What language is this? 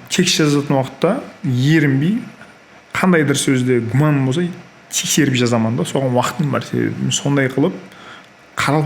Kara-Kalpak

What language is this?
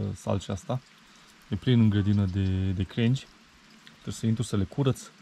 Romanian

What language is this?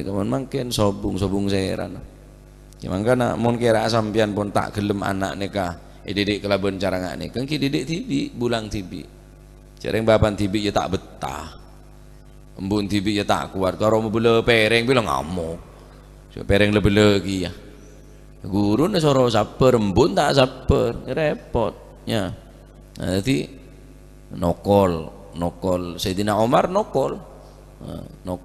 Madurese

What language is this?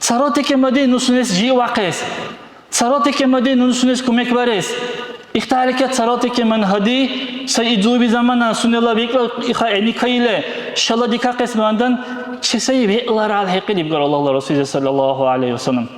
Dargwa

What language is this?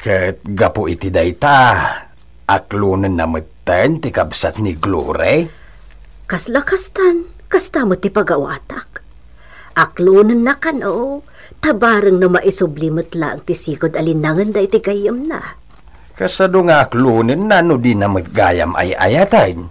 Iloko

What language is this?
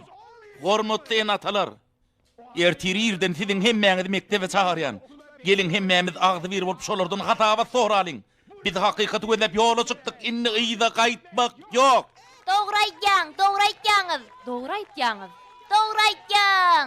Turkmen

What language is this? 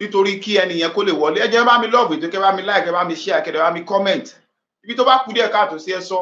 Yoruba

